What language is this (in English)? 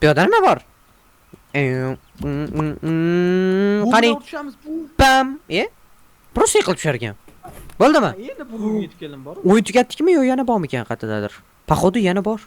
Uzbek